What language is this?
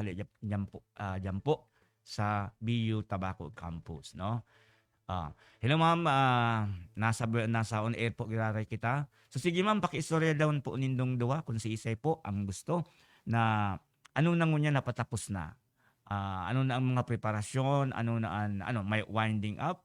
Bikol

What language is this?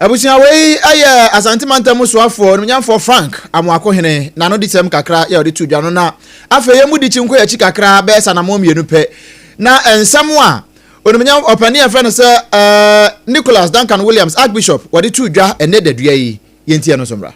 Akan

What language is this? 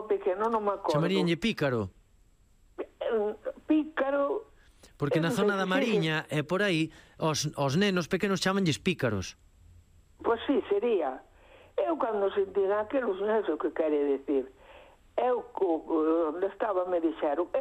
Galician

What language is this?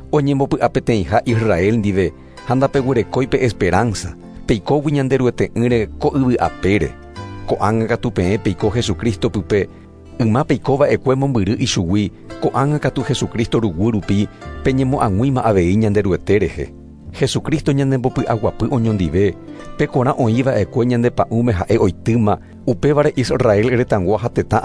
Guarani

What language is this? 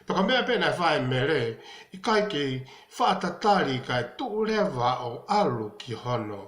Tongan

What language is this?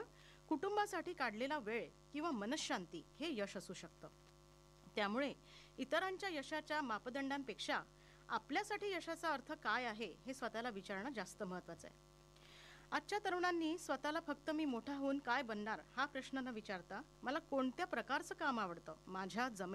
Marathi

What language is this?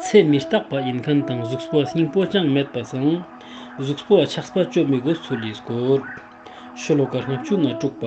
Ladakhi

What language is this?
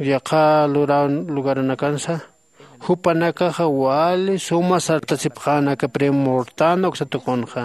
Aymara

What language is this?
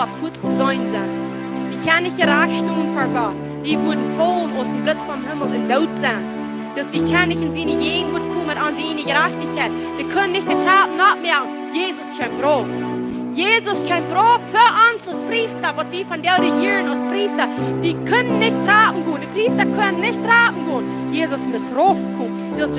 Plautdietsch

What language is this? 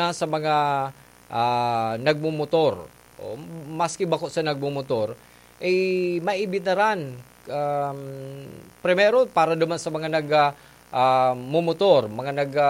Bikol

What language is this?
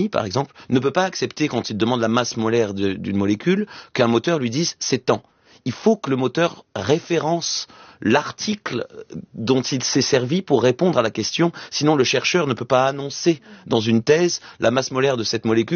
French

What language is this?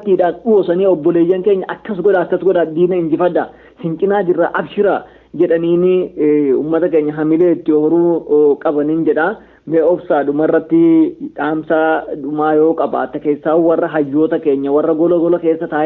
Oromo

